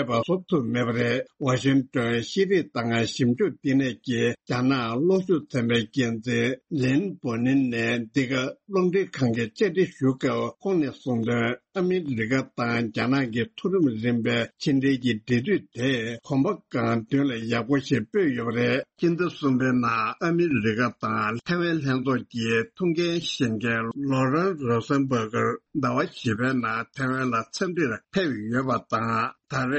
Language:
Tibetan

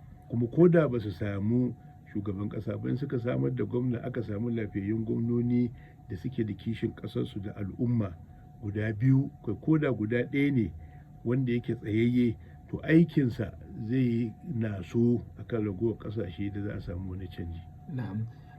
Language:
Hausa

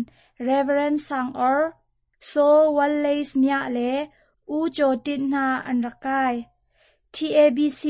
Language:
Hakha Chin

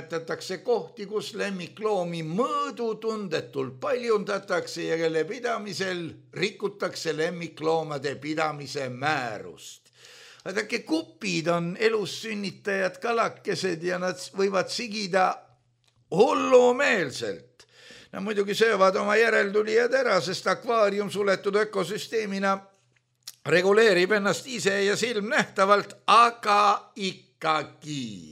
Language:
Estonian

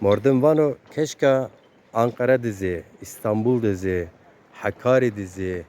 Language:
Zaza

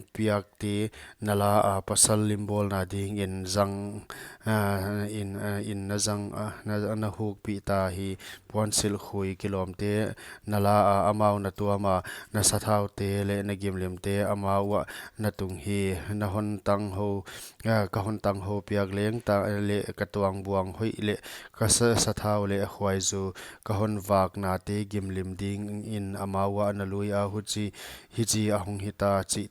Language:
Paite Chin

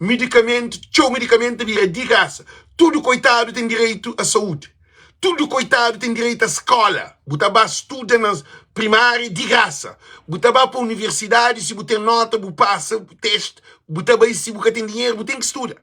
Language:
Kabuverdianu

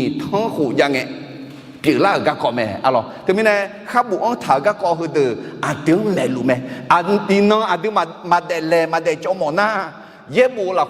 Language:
Akha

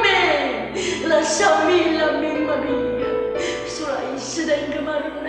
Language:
Neapolitan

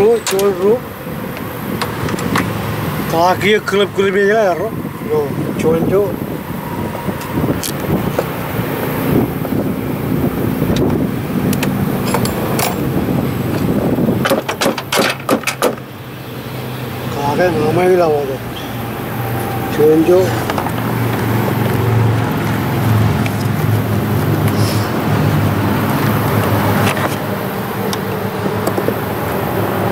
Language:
Malay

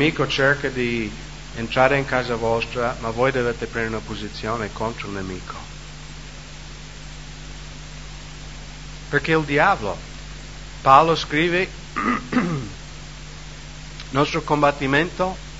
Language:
Italian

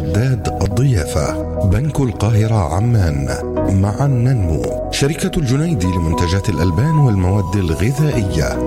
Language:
Arabic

